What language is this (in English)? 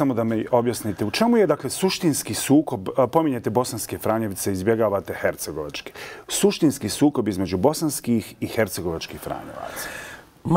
Bosnian